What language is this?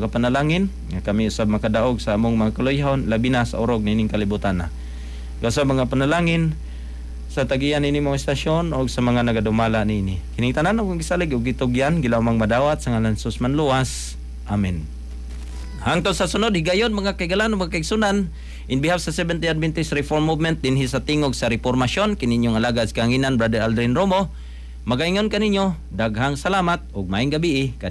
Cebuano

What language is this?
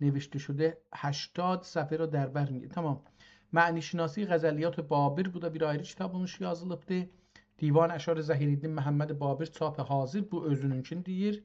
South Azerbaijani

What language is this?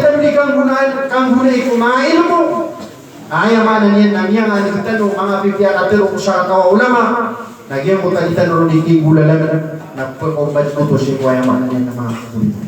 Maranao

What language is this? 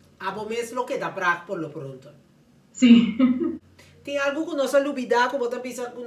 Papiamento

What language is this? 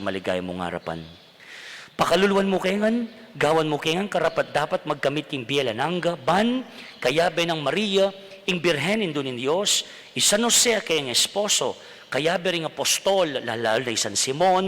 Pampanga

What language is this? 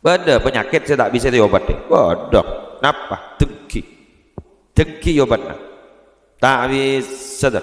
Madurese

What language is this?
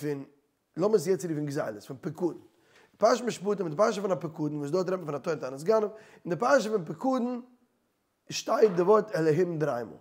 Yiddish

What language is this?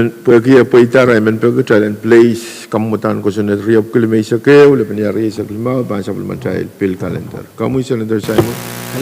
Pohnpeian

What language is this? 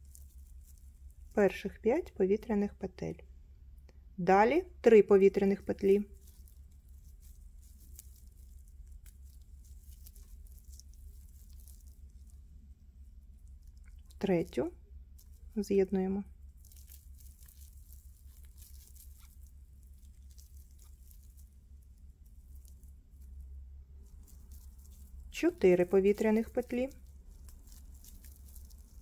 Ukrainian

